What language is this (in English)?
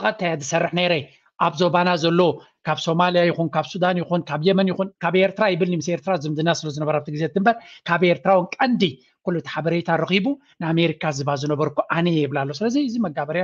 Tigrinya